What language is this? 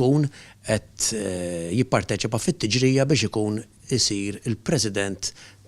Maltese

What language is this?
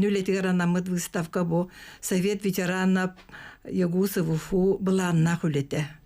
Yakut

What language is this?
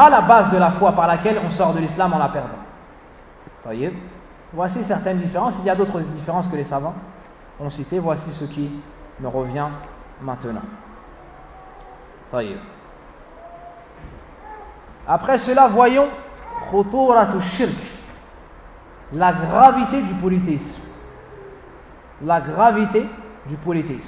French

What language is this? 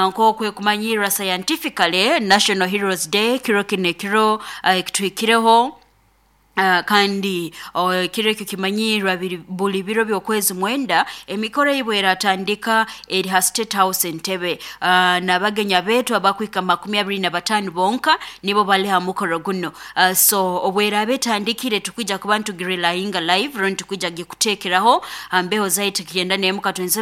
Nyoro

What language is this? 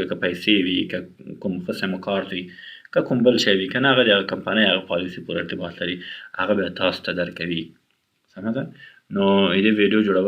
Pashto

